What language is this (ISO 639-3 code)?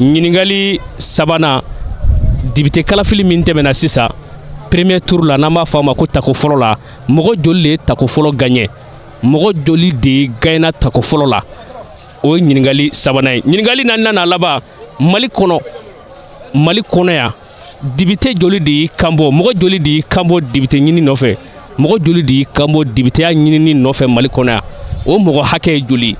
bam